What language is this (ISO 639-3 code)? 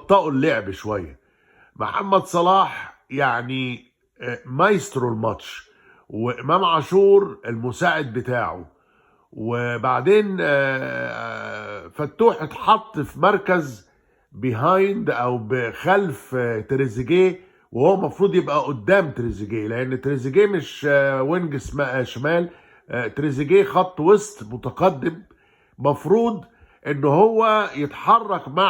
arz